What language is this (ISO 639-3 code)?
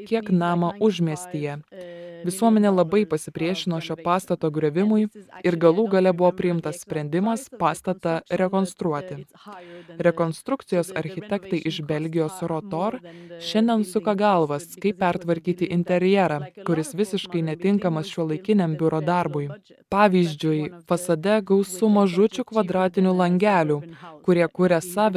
lit